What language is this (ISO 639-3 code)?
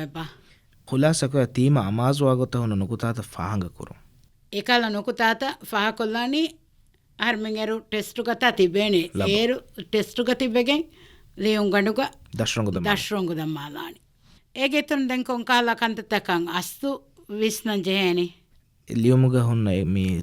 div